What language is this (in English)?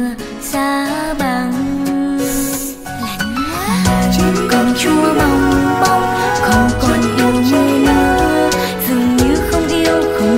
Vietnamese